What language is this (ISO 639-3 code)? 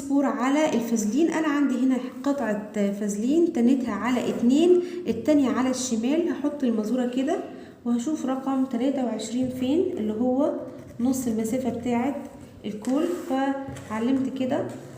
arz